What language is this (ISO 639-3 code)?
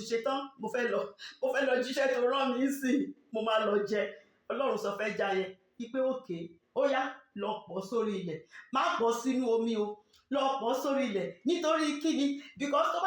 yor